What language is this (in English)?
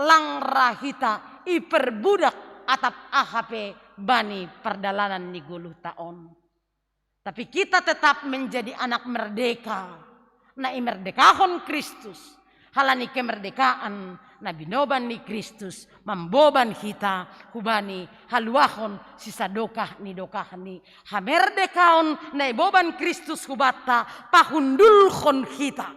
Batak Simalungun